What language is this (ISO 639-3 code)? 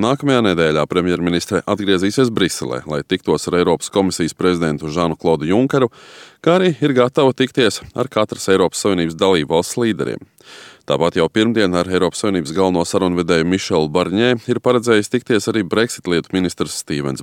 lav